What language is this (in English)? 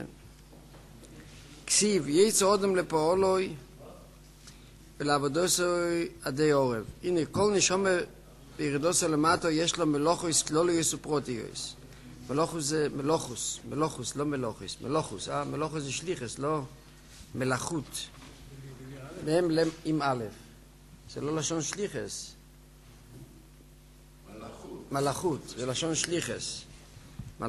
Hebrew